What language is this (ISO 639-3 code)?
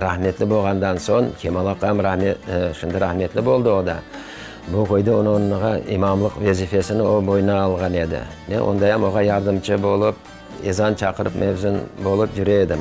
crh